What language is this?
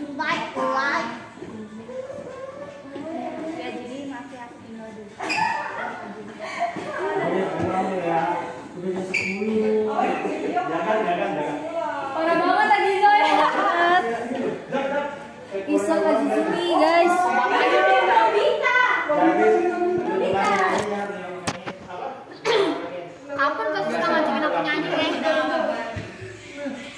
Indonesian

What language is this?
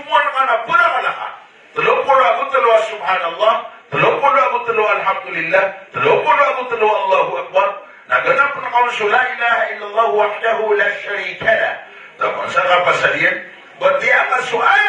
Maranao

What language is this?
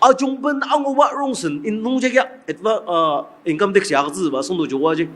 Ao Naga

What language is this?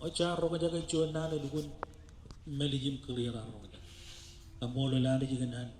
Marshallese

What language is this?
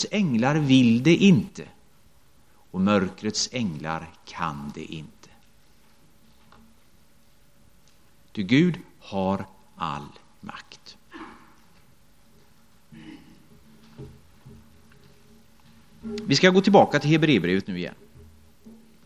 Swedish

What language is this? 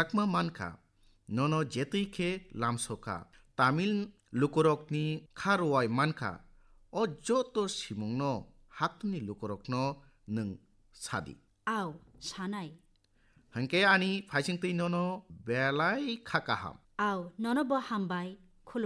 Kok Borok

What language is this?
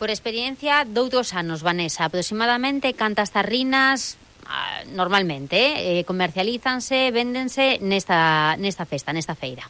Galician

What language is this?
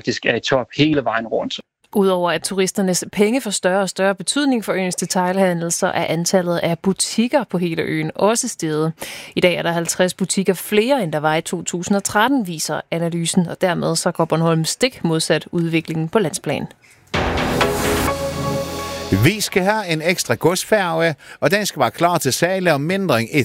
Danish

